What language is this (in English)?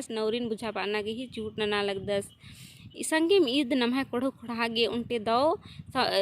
Kurukh